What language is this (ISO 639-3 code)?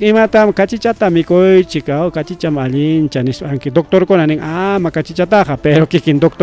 quy